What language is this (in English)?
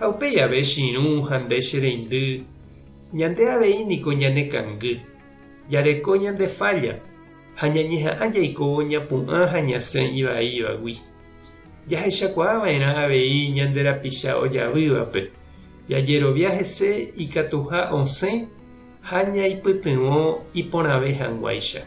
Guarani